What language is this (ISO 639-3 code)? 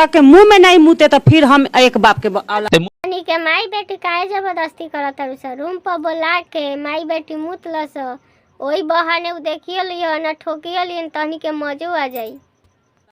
bho